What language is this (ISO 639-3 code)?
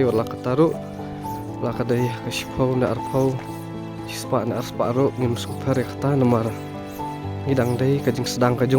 kha